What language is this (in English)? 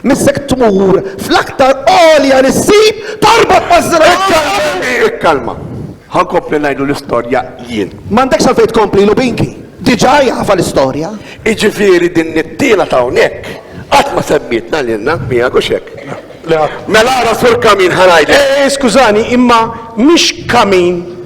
Maltese